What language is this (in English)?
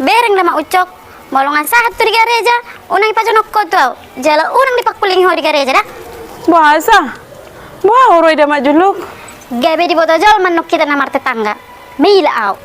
Batak Toba